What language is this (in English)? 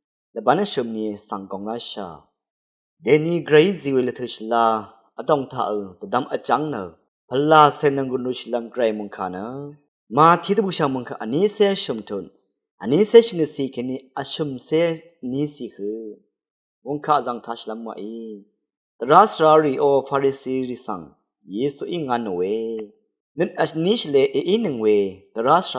Rawang